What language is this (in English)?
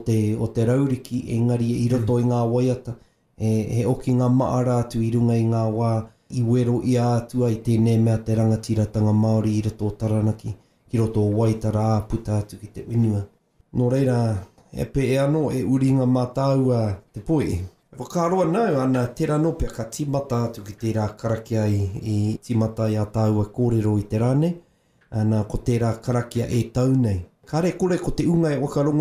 Māori